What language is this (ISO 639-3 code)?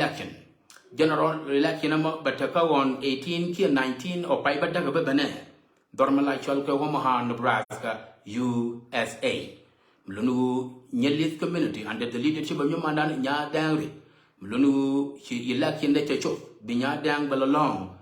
nus